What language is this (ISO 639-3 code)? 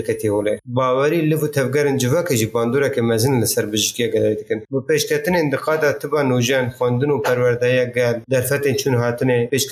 kur